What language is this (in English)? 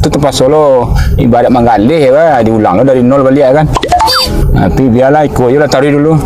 Minangkabau